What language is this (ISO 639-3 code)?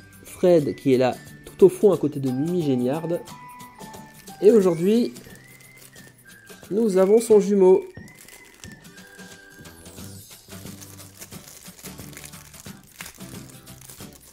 fra